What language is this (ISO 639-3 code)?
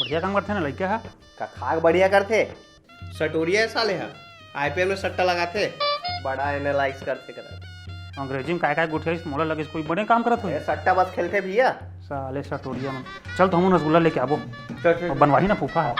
hne